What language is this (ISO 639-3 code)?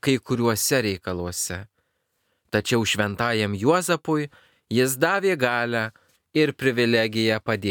lit